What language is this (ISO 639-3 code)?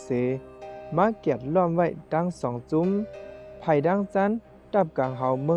shn